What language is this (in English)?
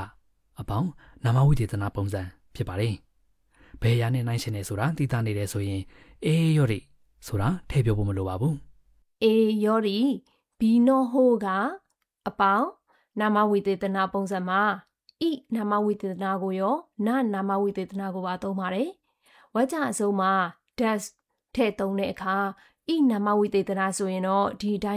Burmese